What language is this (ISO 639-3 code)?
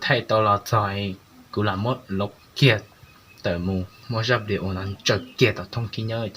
hmn